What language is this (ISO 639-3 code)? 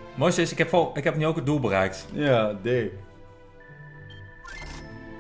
nld